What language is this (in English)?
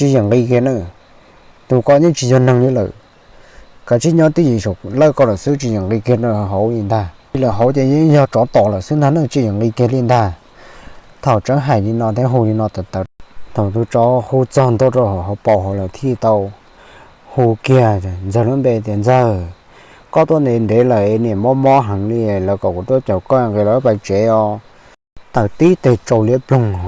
Hmong